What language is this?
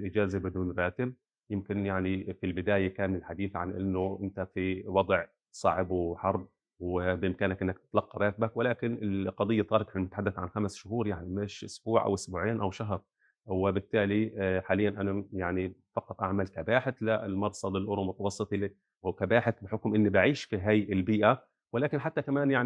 North Levantine Arabic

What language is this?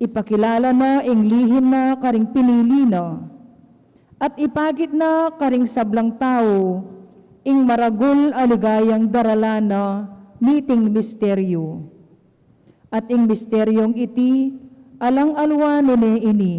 Pampanga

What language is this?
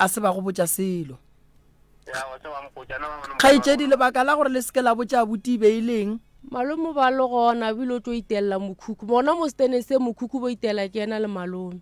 Northern Sotho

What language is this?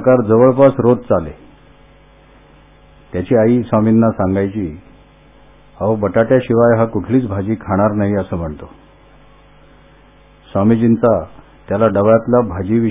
Marathi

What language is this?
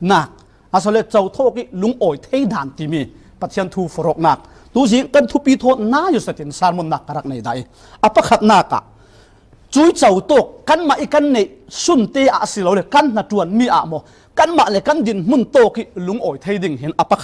Falam Chin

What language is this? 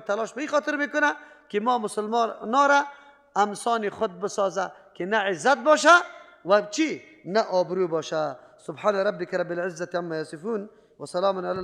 Persian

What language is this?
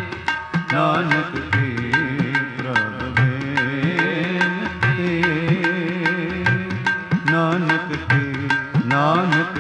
Punjabi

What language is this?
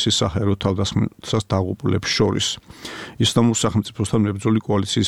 Georgian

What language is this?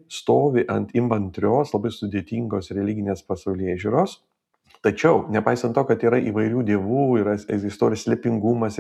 Lithuanian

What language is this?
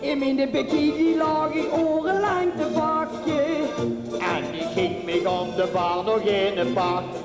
Limburgish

